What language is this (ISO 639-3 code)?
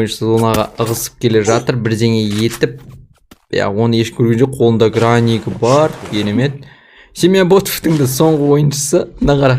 kaz